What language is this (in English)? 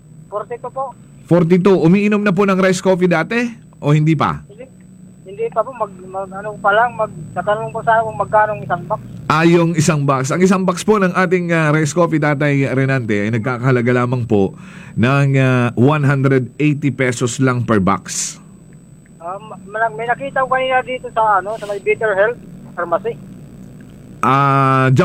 Filipino